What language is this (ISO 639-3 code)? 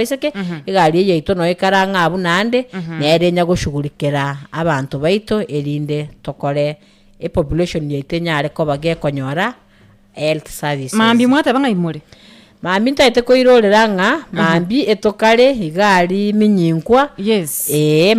guz